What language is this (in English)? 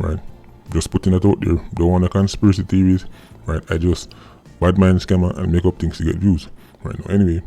Jamaican Creole English